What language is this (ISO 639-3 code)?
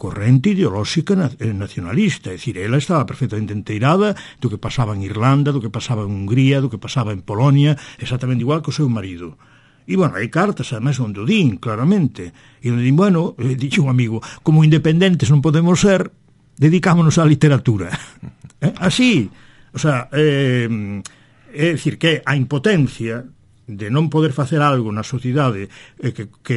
glg